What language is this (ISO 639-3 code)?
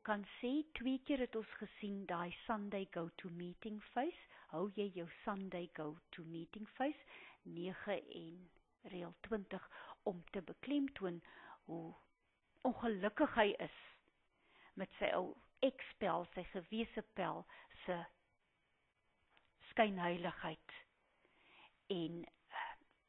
afr